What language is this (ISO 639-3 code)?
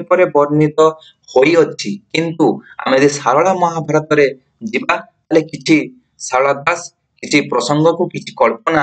ori